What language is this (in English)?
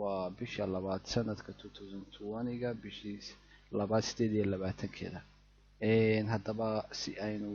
Somali